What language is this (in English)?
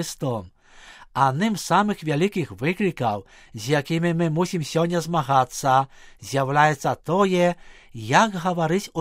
Belarusian